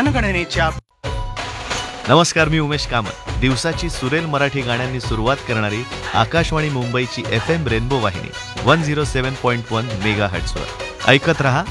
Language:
Marathi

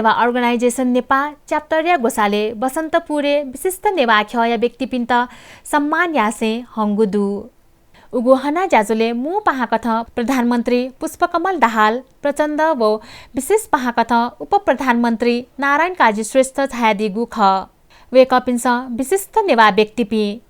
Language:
Newari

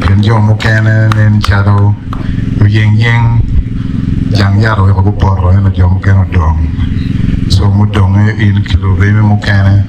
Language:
Acoli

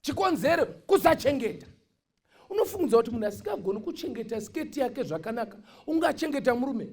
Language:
Shona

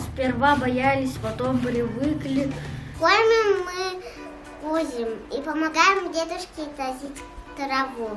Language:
Yakut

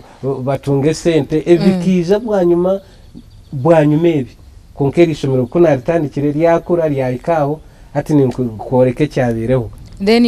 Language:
Nyankole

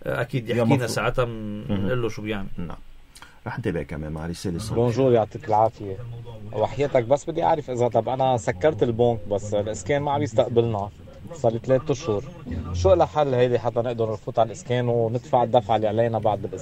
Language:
North Levantine Arabic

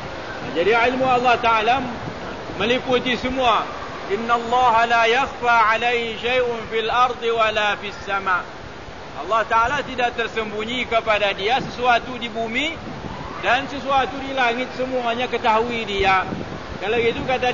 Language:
Malay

